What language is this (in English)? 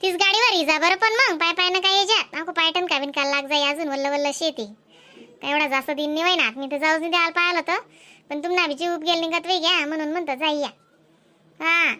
Khandesi